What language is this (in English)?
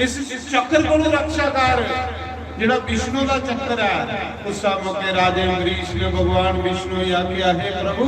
Dogri